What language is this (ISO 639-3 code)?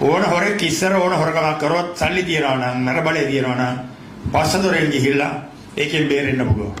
sin